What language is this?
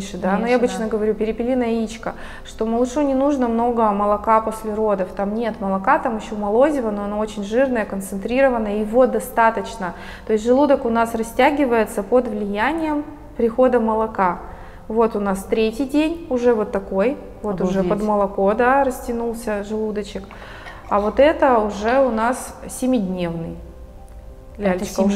Russian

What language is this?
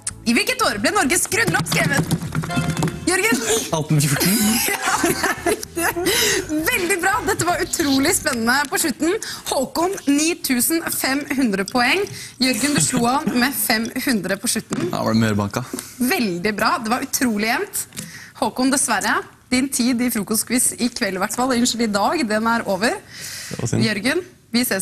Norwegian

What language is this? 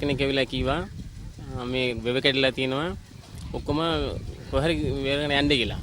Sinhala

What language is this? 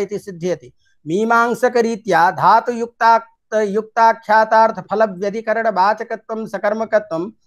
Sanskrit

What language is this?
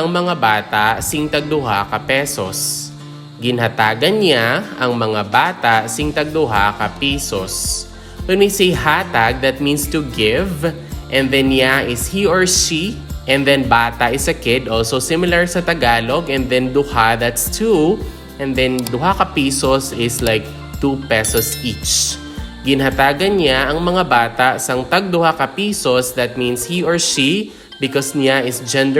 Hiligaynon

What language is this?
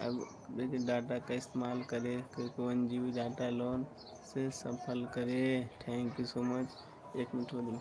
Maithili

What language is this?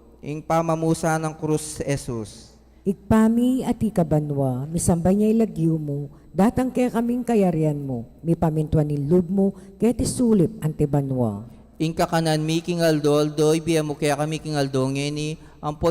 Pampanga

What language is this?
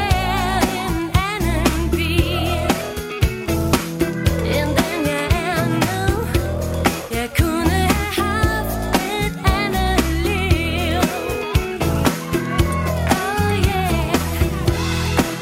Danish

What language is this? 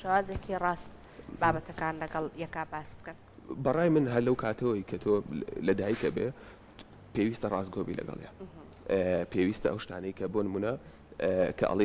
Central Kurdish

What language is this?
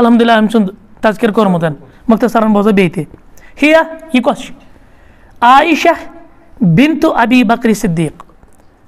Kashmiri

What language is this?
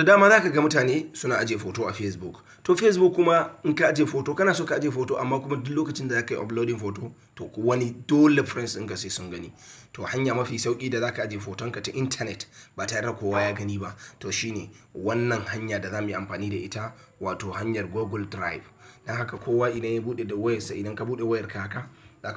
Hausa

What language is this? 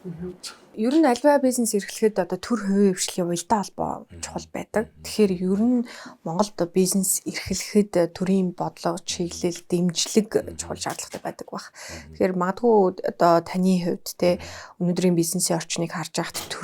Mongolian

